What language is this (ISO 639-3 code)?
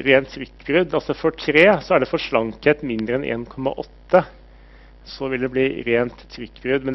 nor